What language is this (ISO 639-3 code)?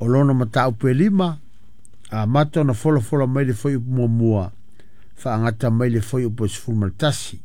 smo